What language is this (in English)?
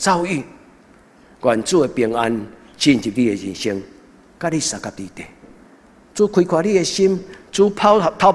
Min Nan Chinese